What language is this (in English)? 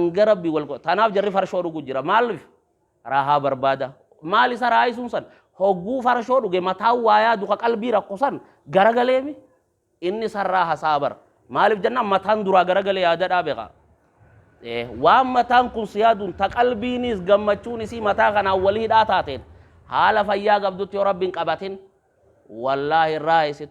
Oromo